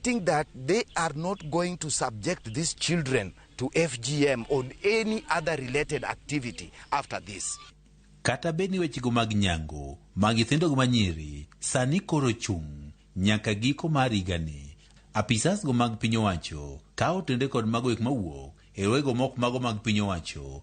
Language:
Luo (Kenya and Tanzania)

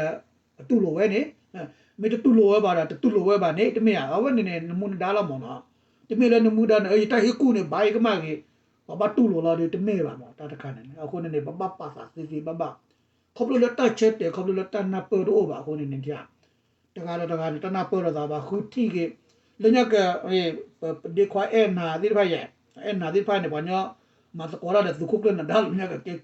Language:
S'gaw Karen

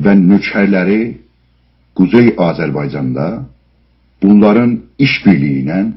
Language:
South Azerbaijani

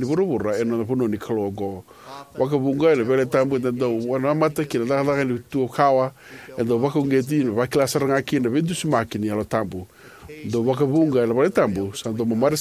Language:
Fijian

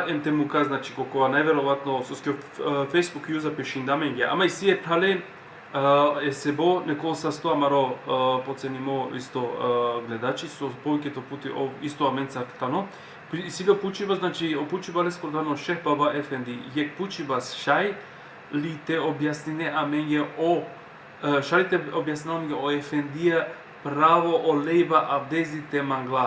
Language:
Balkan Romani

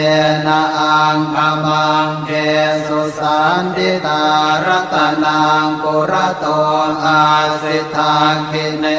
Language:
Pali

